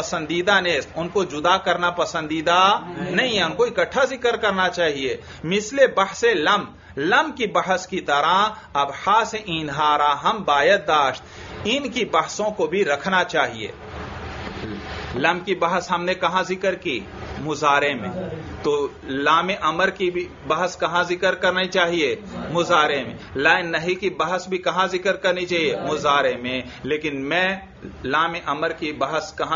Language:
Urdu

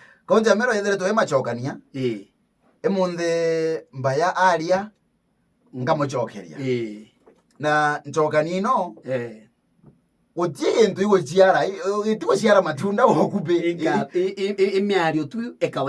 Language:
Meru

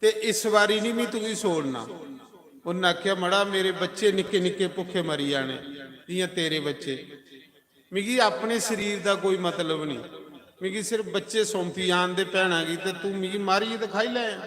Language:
Dogri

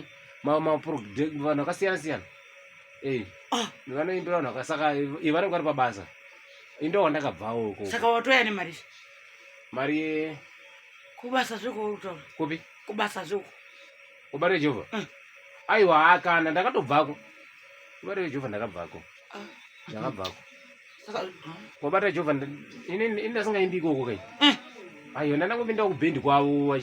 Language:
Shona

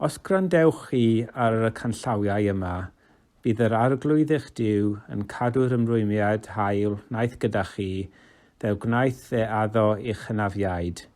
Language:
Welsh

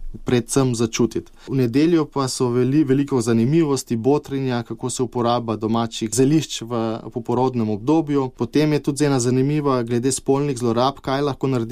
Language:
Slovenian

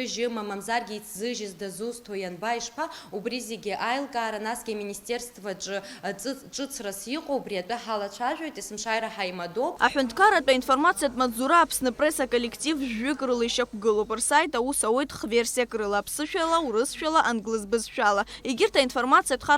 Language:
Abkhazian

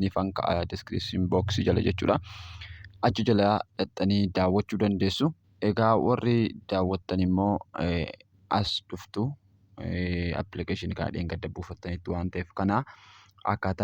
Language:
Oromo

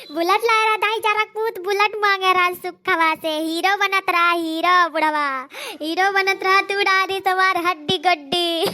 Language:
Awadhi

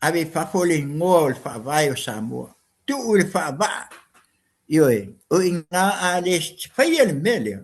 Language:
Samoan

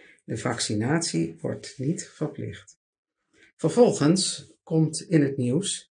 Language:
Dutch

